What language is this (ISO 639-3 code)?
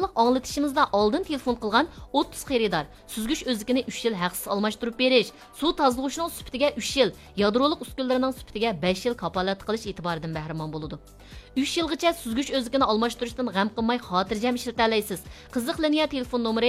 uig